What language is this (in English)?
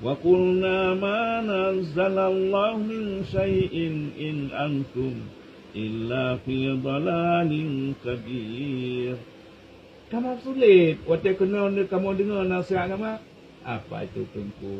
Achinese